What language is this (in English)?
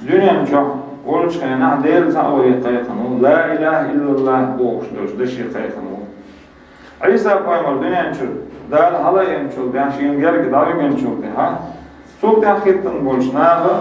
Chechen